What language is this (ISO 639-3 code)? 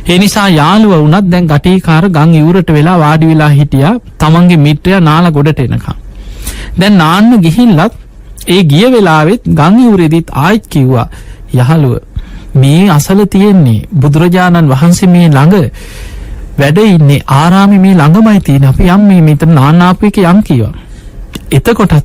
sin